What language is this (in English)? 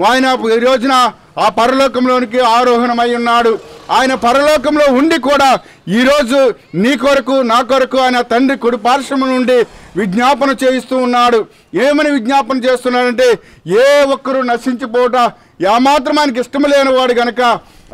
Telugu